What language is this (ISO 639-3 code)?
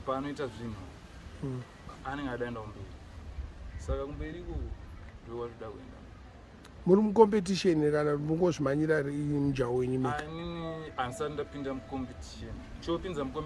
sna